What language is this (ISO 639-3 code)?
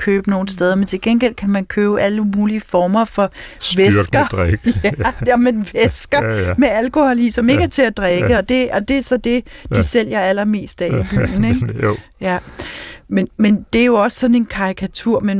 dan